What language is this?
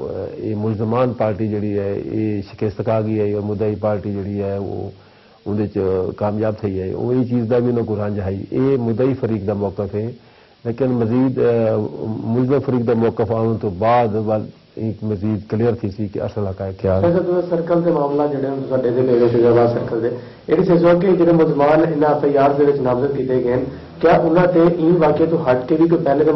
Saraiki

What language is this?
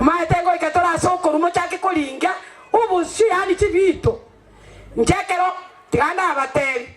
Gusii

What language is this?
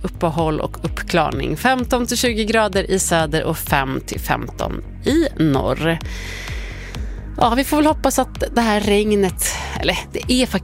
Swedish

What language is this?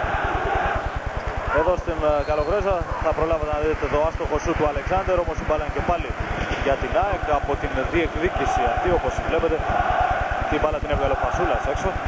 Greek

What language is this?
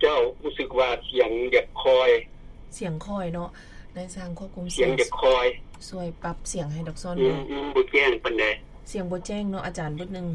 Lao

